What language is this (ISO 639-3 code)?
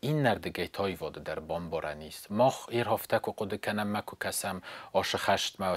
oss